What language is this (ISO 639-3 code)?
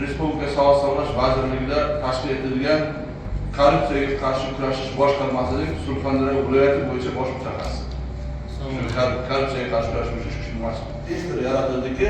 uzb